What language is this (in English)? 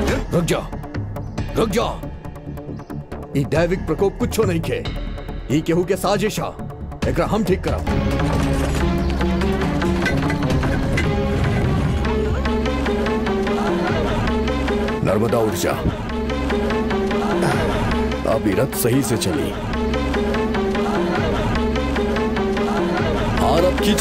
Bhojpuri